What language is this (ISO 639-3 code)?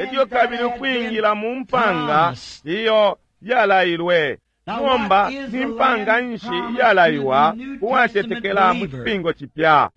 bem